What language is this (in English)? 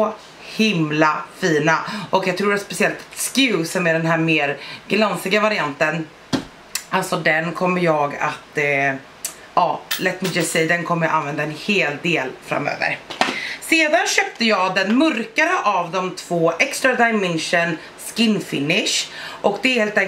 Swedish